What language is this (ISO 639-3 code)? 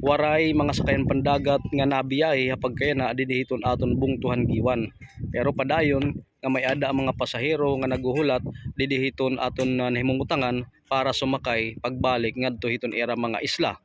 war